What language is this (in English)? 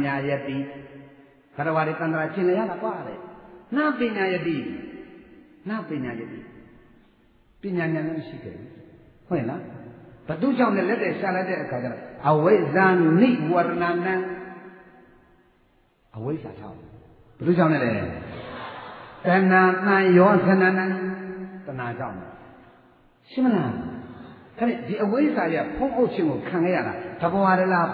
Burmese